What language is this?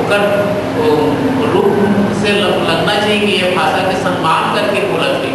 Chhattisgarhi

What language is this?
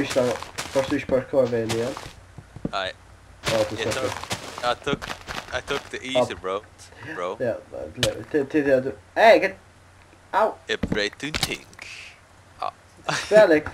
Faroese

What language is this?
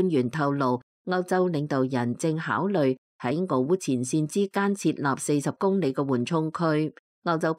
Cantonese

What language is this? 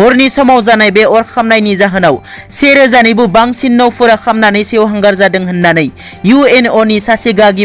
Bodo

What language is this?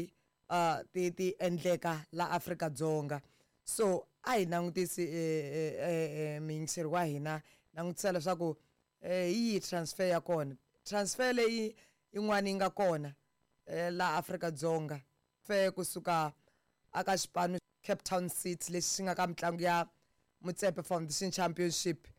Tsonga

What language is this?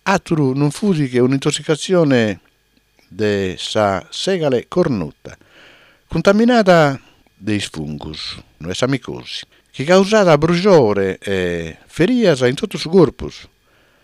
Sardinian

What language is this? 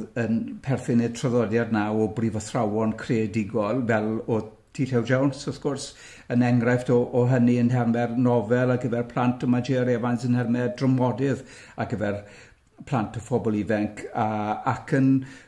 Welsh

